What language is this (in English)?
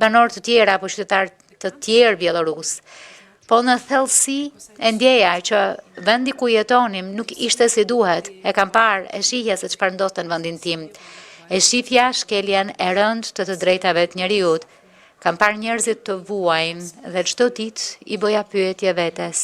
Albanian